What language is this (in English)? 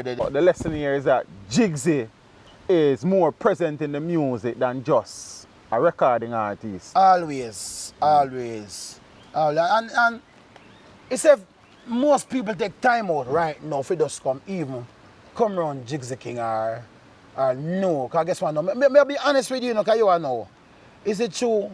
Jamaican Creole English